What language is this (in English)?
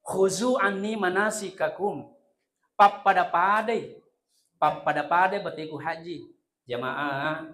Buginese